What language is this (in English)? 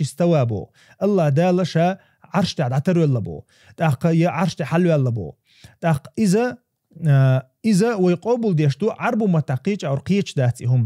Chechen